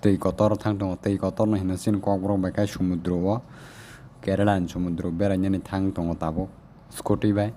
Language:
Kok Borok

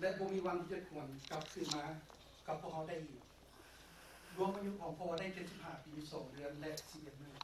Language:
Lao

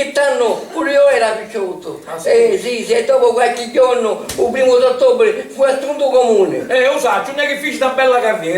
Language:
Sicilian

